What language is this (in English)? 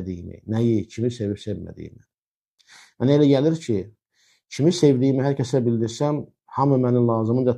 Azerbaijani